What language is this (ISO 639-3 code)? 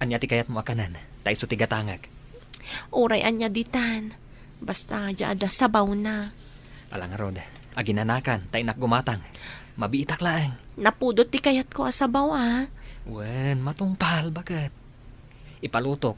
ilo